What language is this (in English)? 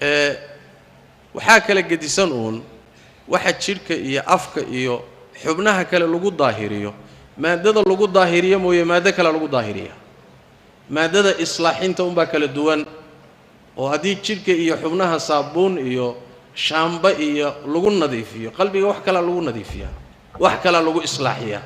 Somali